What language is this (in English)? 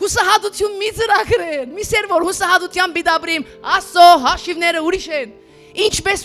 Western Armenian